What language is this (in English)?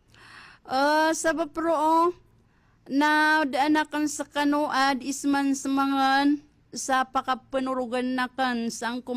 Maranao